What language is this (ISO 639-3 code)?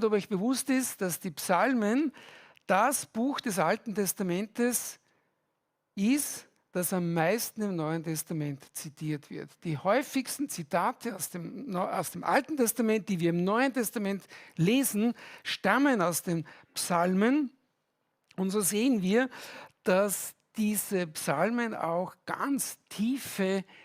gsw